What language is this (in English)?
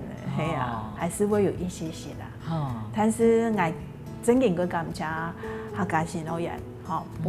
Hakka Chinese